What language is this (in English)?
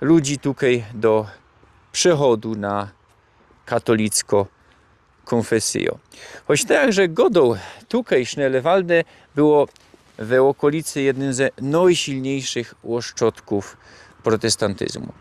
Silesian